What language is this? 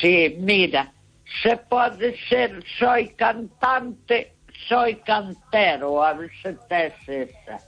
Galician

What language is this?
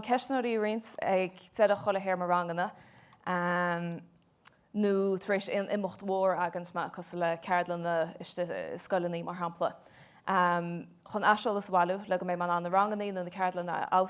Irish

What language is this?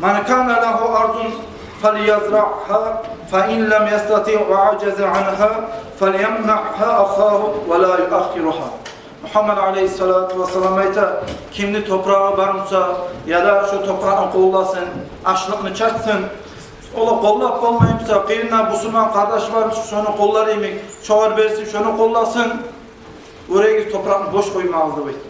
Kumyk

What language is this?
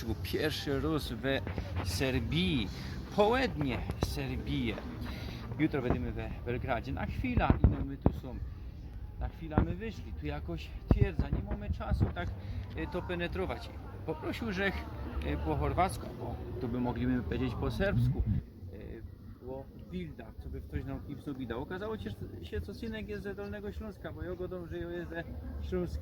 Silesian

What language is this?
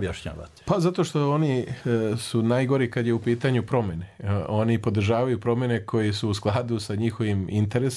Serbian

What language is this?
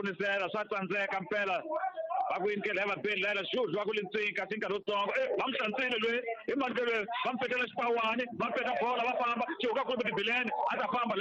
Tsonga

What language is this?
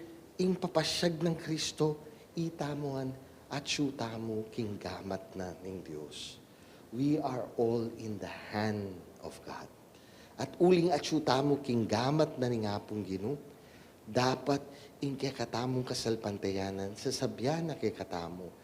Pampanga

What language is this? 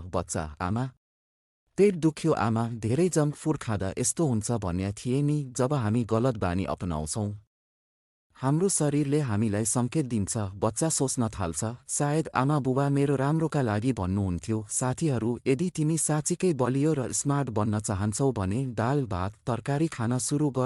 Nepali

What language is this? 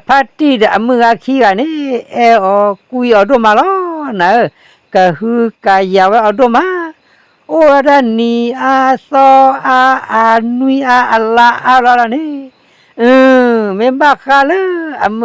S'gaw Karen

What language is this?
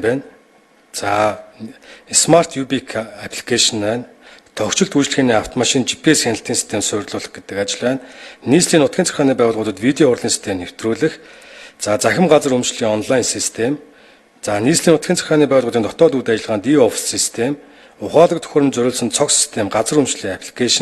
Mongolian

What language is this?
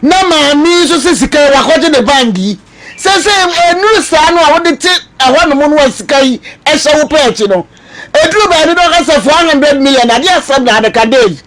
Akan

